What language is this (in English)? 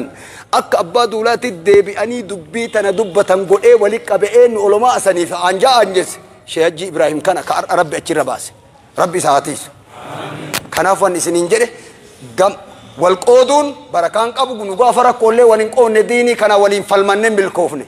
Oromo